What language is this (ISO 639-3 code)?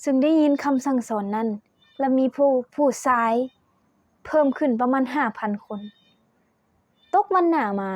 lao